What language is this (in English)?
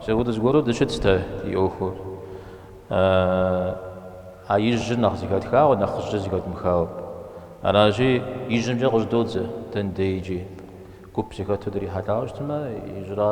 Kabardian